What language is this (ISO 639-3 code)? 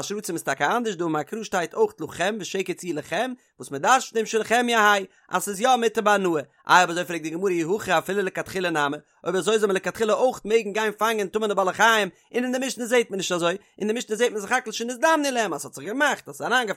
yid